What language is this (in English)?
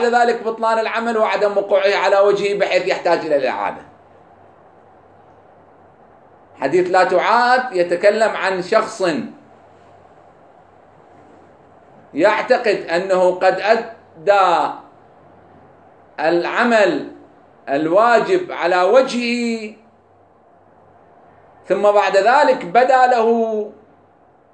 Arabic